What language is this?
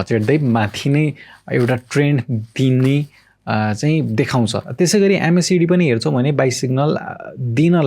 Nepali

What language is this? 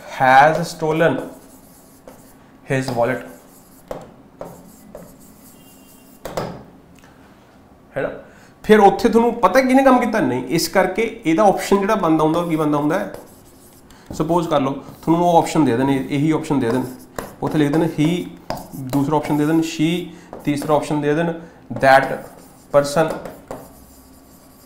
Punjabi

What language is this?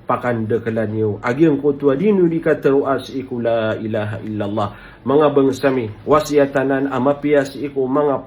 Maranao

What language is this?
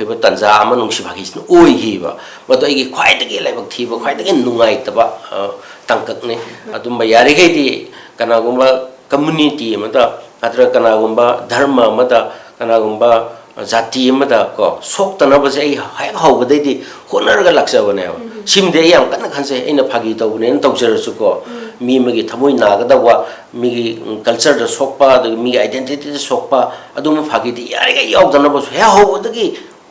Manipuri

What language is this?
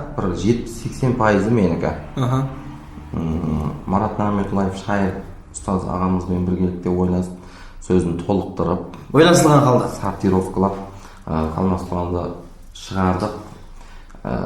Kara-Kalpak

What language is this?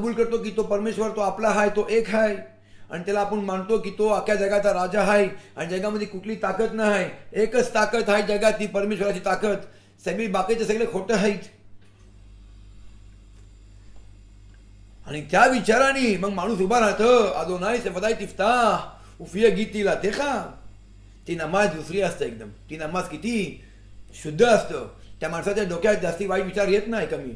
Marathi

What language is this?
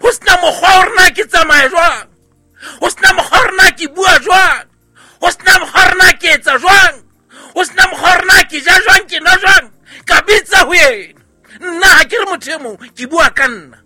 Southern Sotho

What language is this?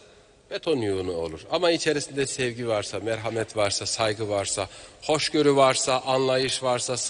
Turkish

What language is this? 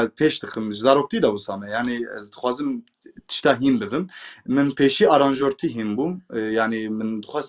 Kurdish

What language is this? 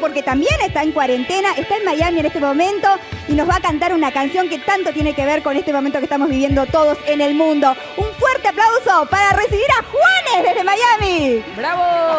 Spanish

